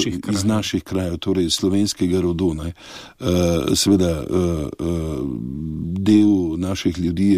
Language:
Slovenian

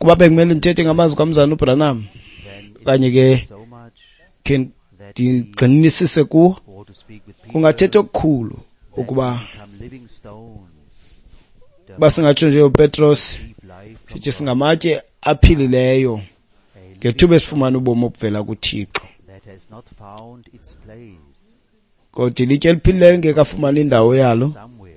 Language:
Xhosa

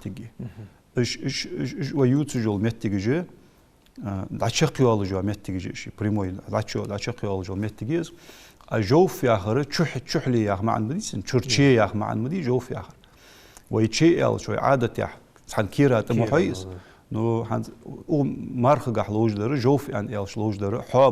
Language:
Ingush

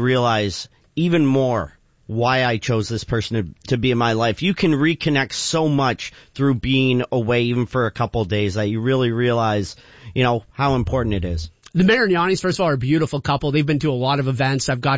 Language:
English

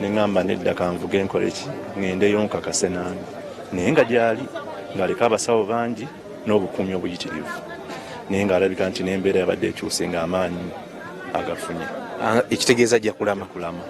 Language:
Ganda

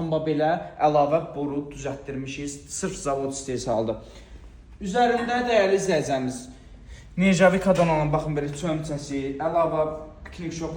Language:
Azerbaijani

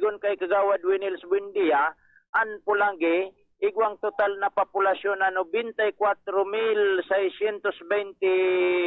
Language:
Bikol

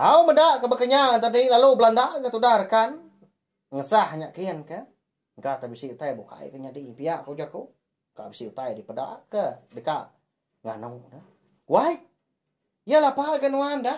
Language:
Iban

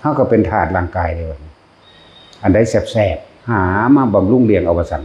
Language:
Northeastern Thai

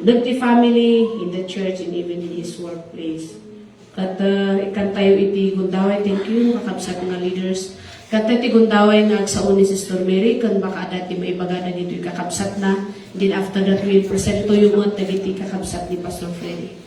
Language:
Iloko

